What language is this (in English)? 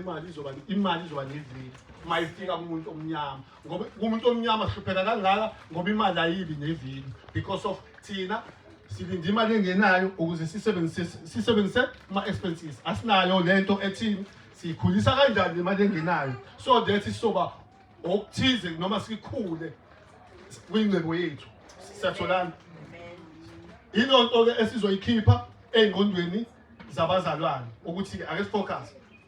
Zulu